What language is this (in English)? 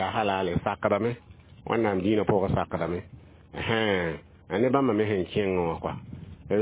Mossi